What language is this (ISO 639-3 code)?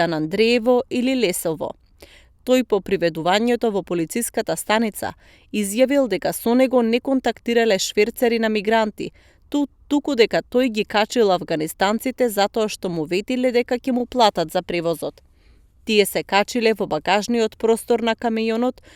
mkd